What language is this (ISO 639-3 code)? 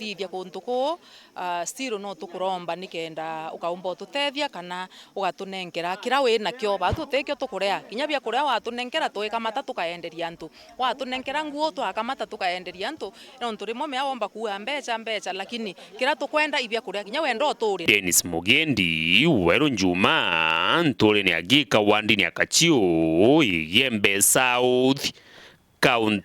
mer